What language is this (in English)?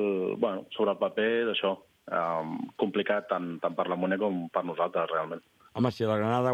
Catalan